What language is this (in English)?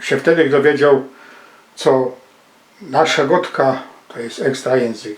Silesian